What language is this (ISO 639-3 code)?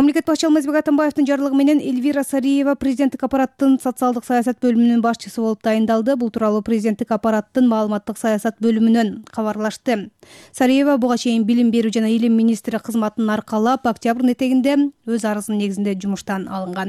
kir